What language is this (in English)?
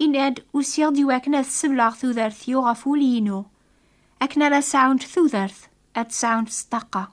Kabyle